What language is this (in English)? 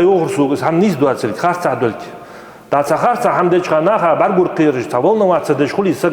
Ingush